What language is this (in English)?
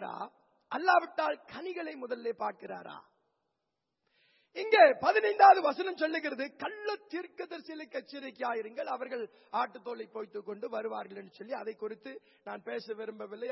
Tamil